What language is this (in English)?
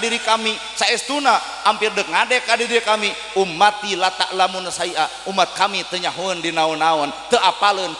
Sundanese